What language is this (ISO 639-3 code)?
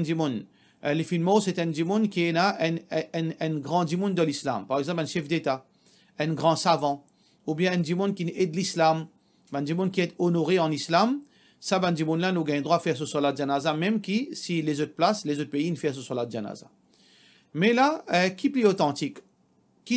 mfe